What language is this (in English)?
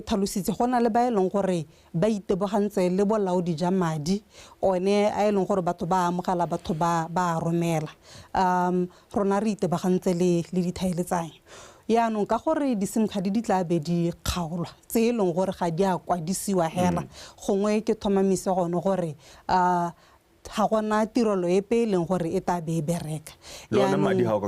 Tswana